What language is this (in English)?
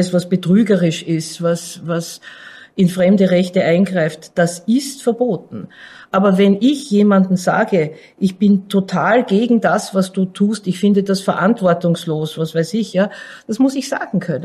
German